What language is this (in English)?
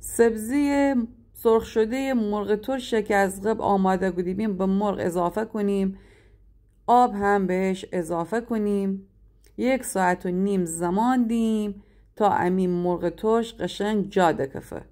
Gilaki